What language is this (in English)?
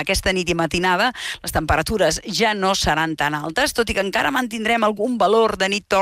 Catalan